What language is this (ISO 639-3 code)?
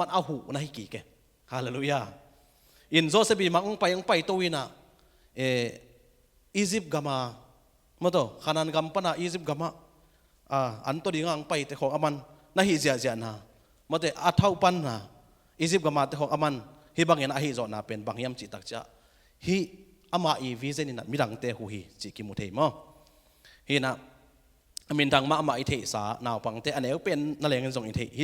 ctd